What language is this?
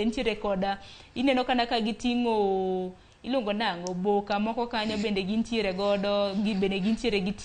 Luo (Kenya and Tanzania)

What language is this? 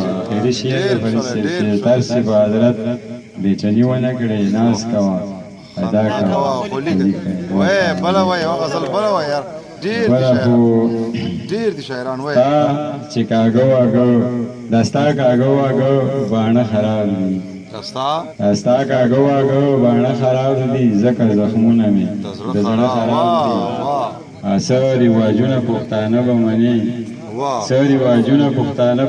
Pashto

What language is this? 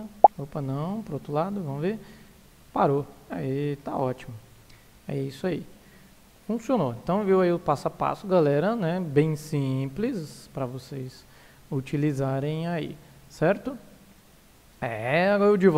Portuguese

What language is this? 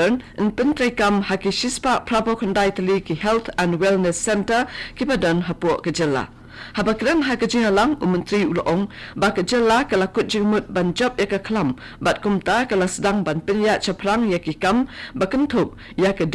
Khasi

